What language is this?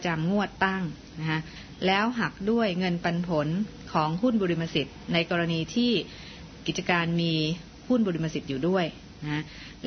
Thai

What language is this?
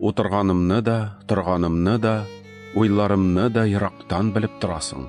Tatar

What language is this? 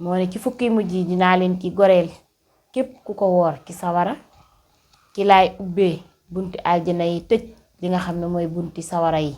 Wolof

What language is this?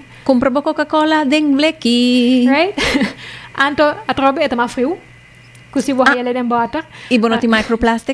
Papiamento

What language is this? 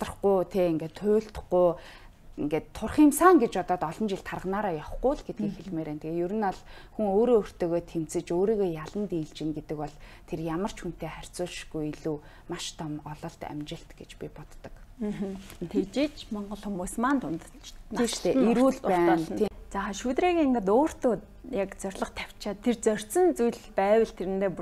Mongolian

